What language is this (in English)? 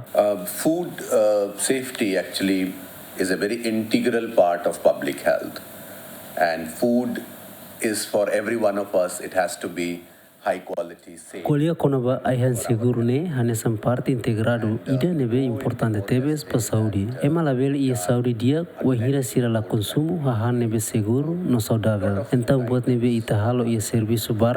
Tetum